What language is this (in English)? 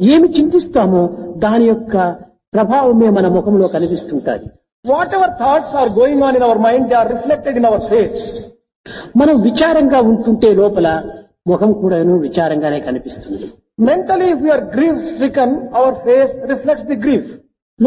Telugu